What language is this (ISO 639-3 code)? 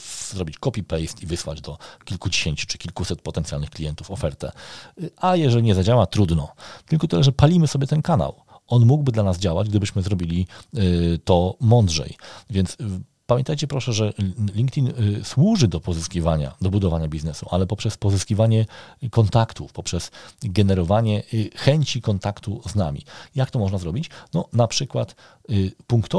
pol